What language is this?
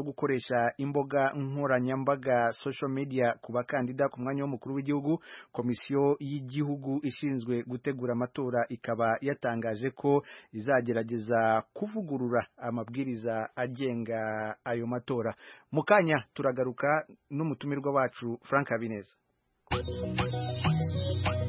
Kinyarwanda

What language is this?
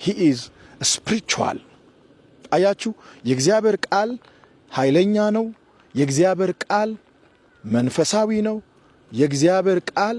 Amharic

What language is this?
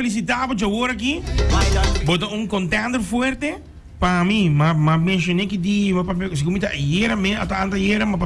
Papiamento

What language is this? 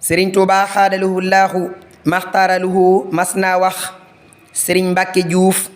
Wolof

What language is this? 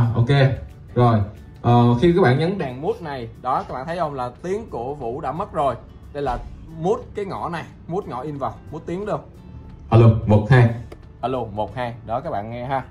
Vietnamese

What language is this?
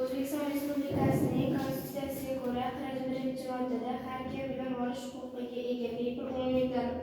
Uzbek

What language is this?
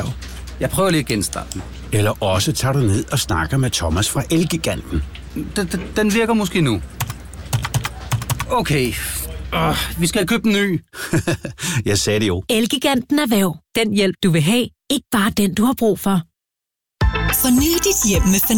Danish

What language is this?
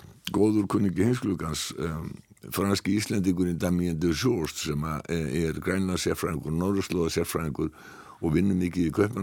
Icelandic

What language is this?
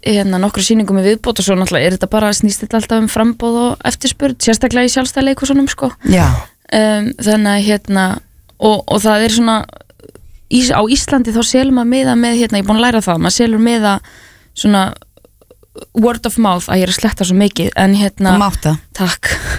Icelandic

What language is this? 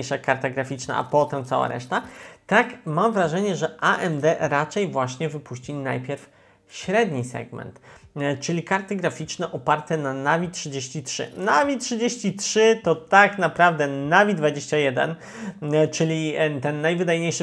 Polish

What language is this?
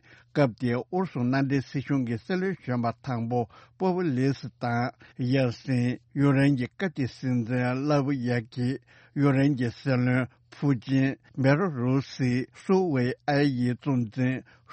Tibetan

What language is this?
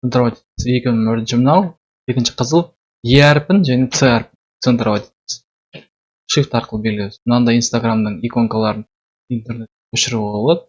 Kazakh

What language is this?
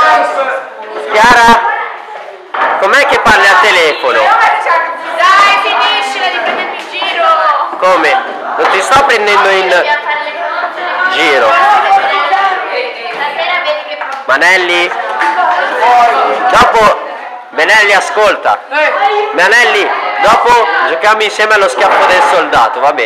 Italian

